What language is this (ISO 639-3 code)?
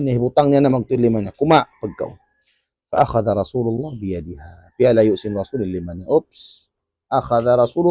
tsg